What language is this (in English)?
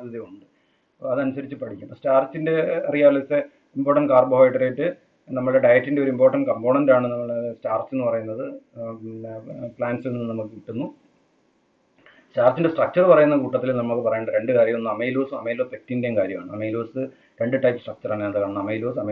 Malayalam